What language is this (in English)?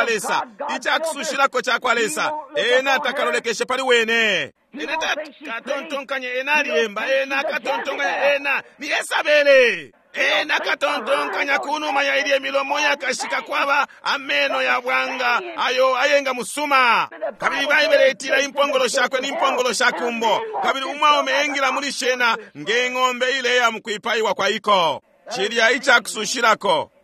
Bemba